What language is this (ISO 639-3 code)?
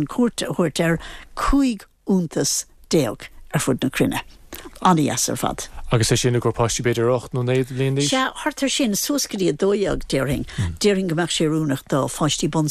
gle